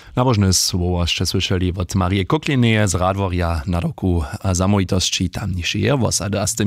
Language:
Upper Sorbian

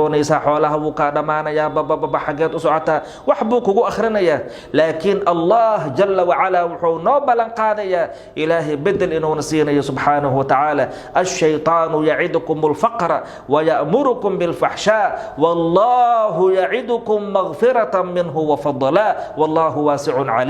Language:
Somali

